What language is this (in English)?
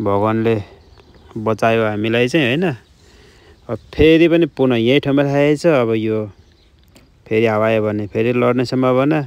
Nepali